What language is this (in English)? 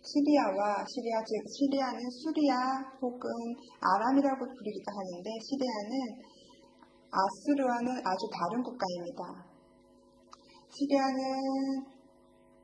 Korean